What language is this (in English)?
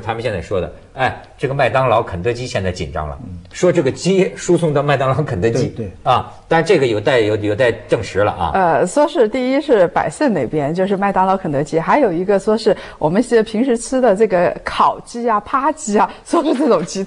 Chinese